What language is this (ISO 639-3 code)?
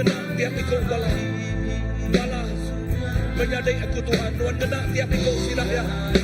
iba